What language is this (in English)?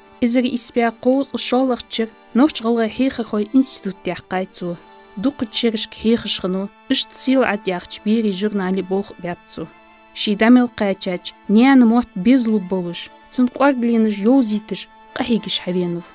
Ingush